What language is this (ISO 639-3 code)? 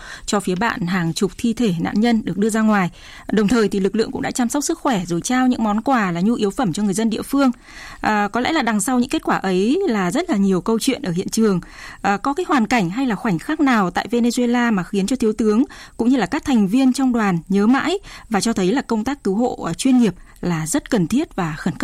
vie